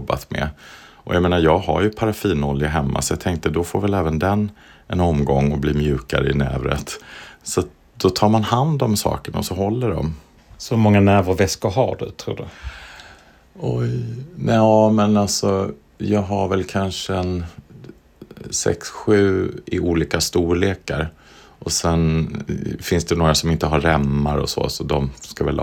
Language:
Swedish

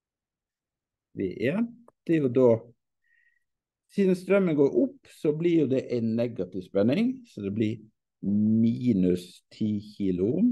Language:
Norwegian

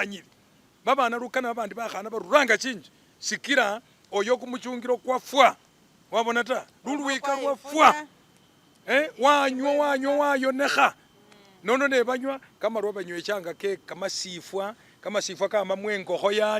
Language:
Masaaba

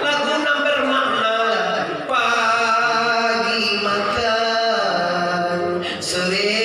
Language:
Minangkabau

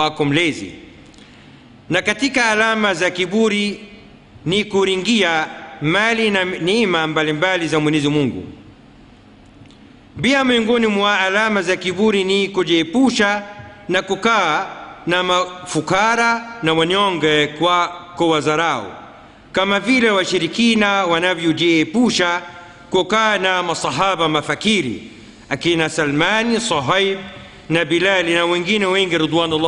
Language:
Swahili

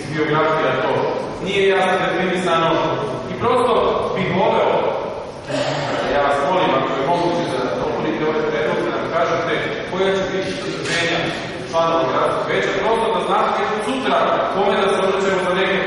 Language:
Serbian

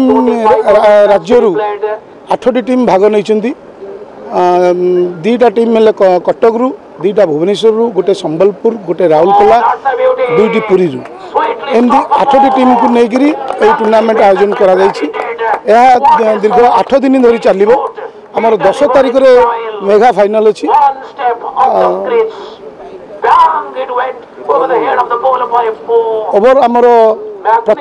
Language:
Odia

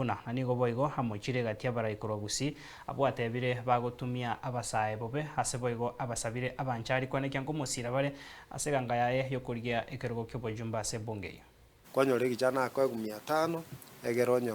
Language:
Gusii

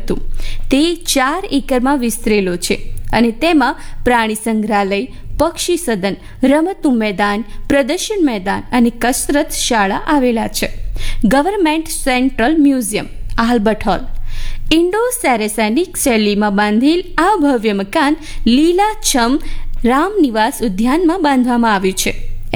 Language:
Gujarati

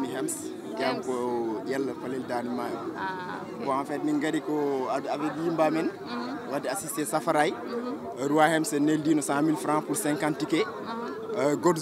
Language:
Fula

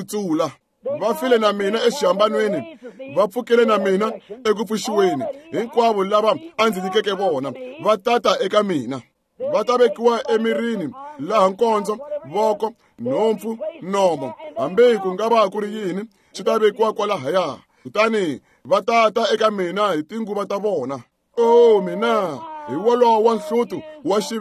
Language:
Tsonga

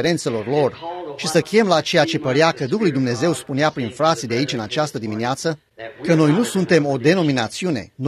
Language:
Romanian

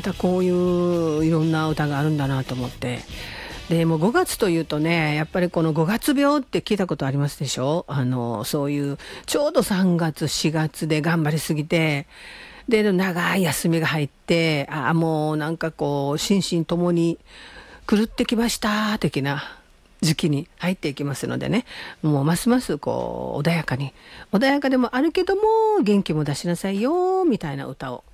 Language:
Japanese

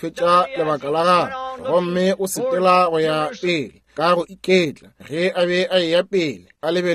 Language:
Northern Sotho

